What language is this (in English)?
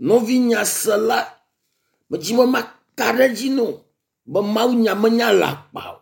Ewe